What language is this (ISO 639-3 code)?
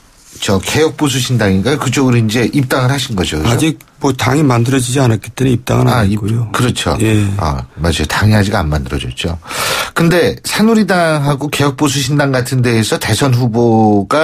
kor